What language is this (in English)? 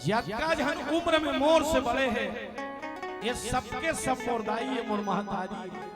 Chhattisgarhi